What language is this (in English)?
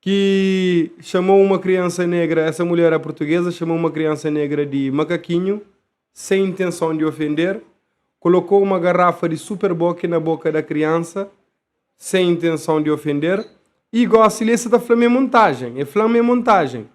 Kabuverdianu